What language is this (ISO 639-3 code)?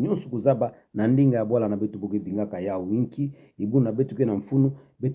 ktu